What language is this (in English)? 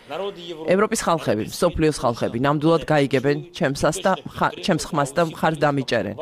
Georgian